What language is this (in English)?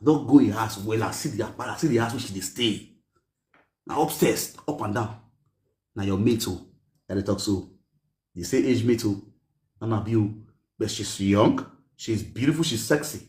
Nigerian Pidgin